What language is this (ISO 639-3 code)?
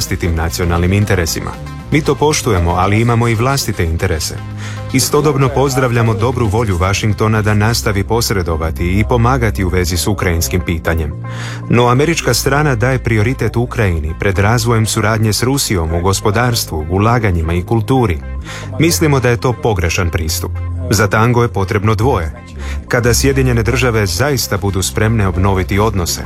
hrv